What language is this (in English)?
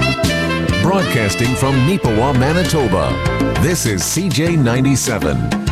English